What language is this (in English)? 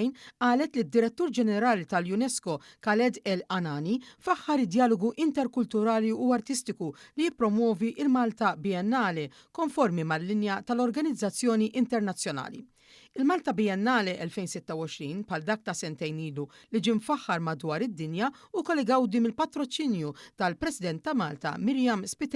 Maltese